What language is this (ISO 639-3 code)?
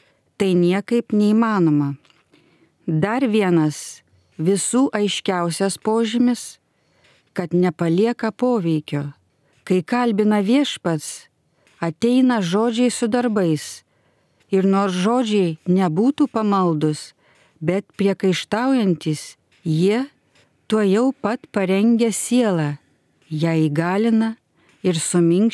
lit